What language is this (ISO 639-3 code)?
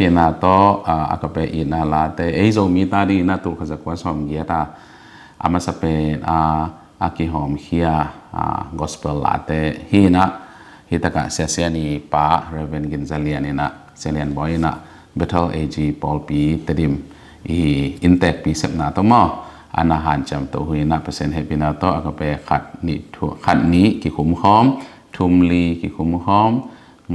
ctd